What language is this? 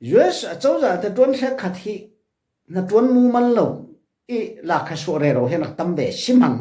Falam Chin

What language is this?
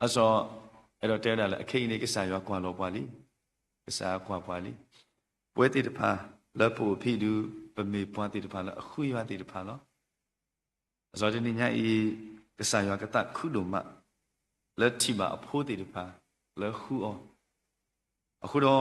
S'gaw Karen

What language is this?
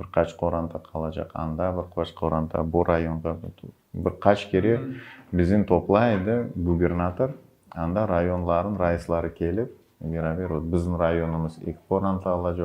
Crimean Tatar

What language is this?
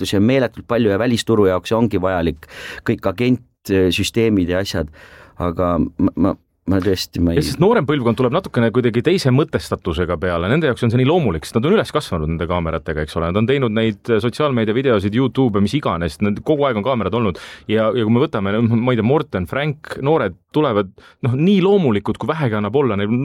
Estonian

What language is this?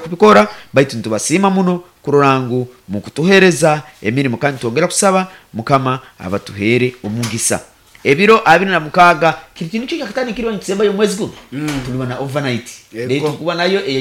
Nyoro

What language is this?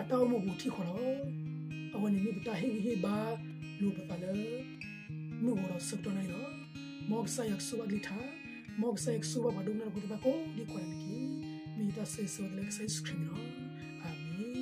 S'gaw Karen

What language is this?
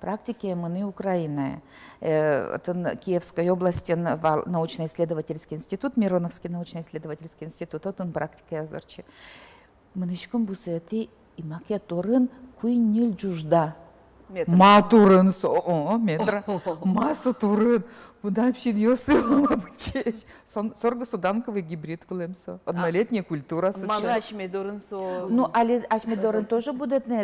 Udmurt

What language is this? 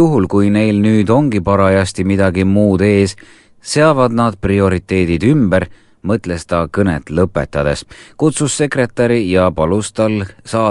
Estonian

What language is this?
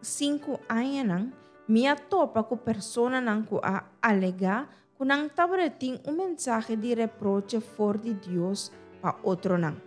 Papiamento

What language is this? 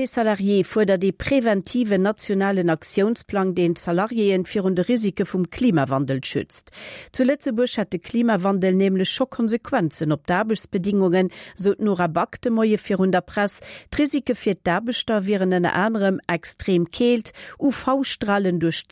Luxembourgish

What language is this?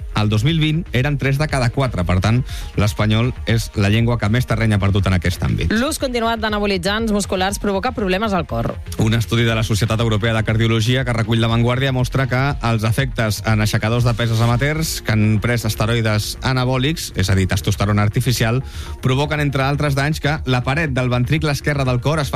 Catalan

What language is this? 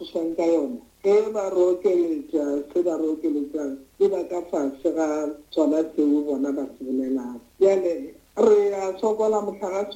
Northern Sotho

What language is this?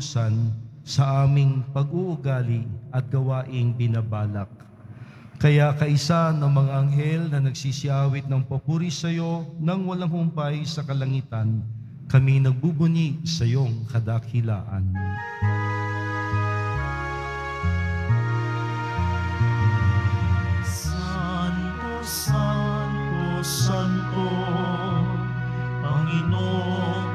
Filipino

